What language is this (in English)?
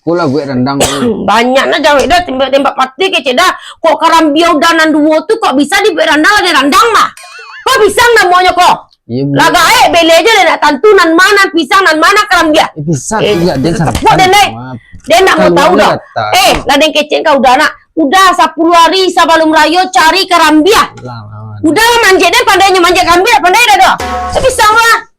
Minangkabau